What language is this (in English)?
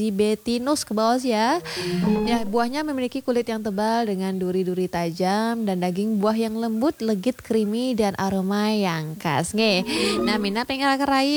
Balinese